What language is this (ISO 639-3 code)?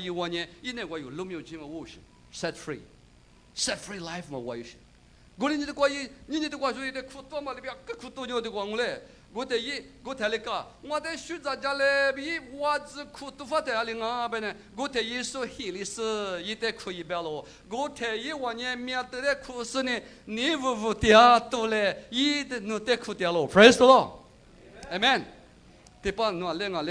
lis